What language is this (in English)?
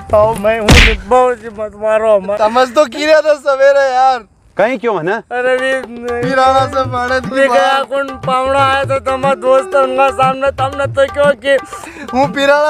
Rajasthani